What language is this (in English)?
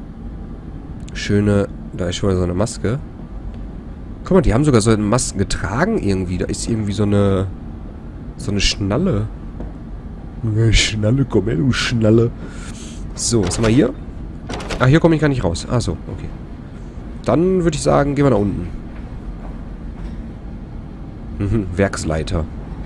German